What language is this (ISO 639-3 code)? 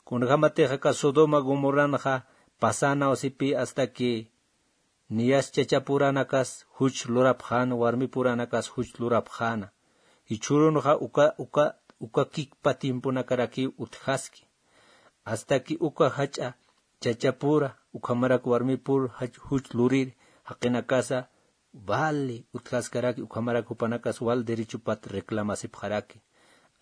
aym